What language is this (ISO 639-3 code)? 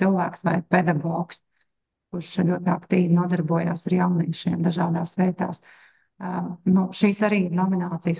lav